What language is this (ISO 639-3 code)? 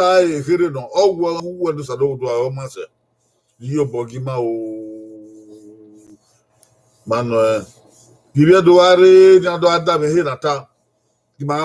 bin